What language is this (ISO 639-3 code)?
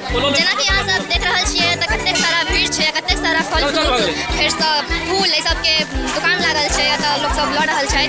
mai